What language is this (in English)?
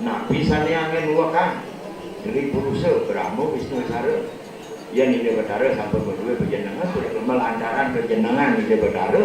Balinese